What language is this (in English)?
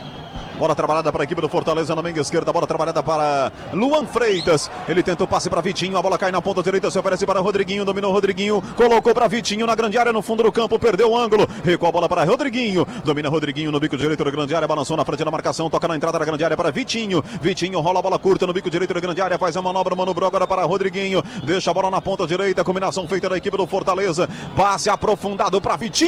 Portuguese